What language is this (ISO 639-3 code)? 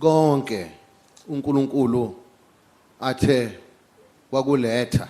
zul